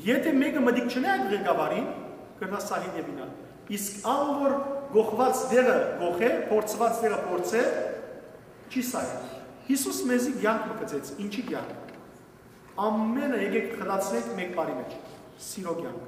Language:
Western Armenian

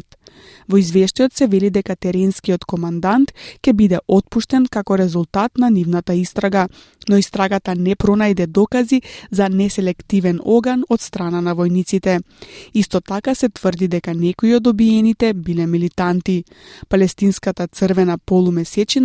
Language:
Macedonian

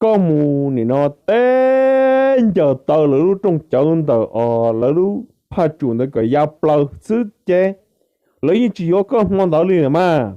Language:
Hmong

